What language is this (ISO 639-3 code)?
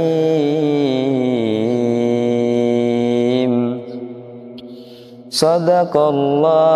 ara